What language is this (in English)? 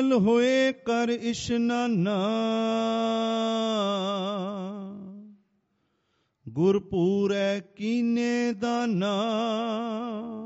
Punjabi